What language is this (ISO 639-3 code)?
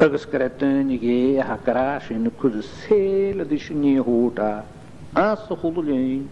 gla